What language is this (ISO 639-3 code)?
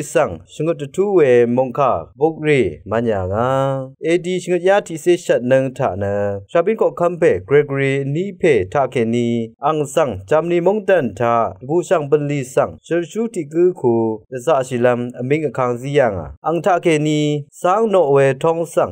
raw